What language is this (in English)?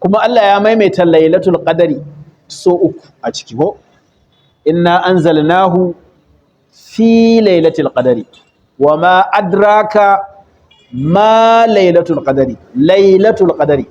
Hausa